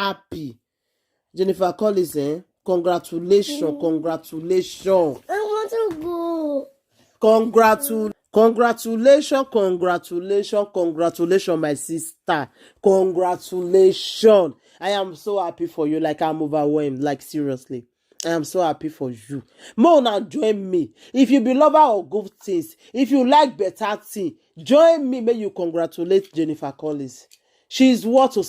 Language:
Nigerian Pidgin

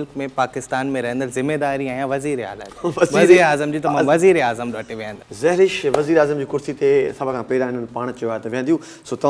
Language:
Sindhi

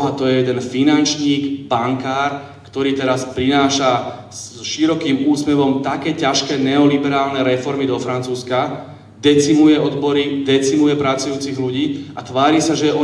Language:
Slovak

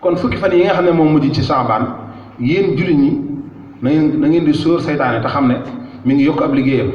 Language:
Wolof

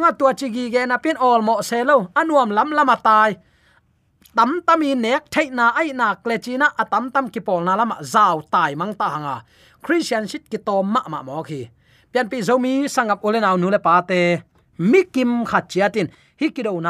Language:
Tedim Chin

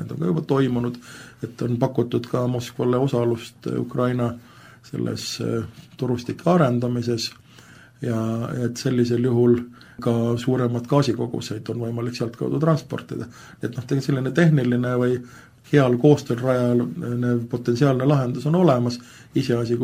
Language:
Estonian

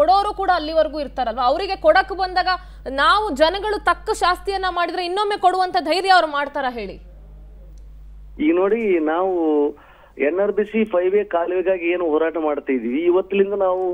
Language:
Kannada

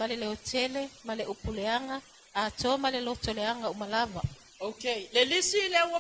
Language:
Samoan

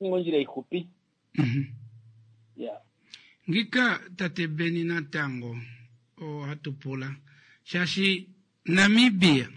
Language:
Kuanyama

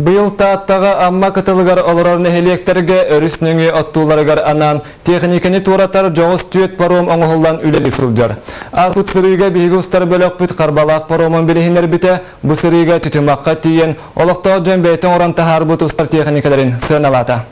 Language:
Yakut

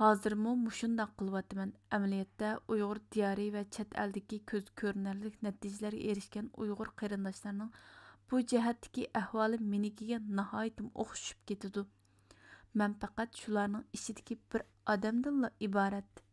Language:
Uyghur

